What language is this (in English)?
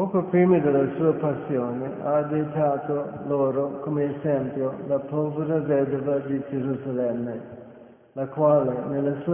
Italian